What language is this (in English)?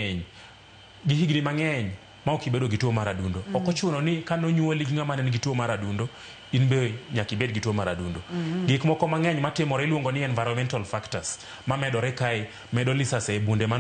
Luo (Kenya and Tanzania)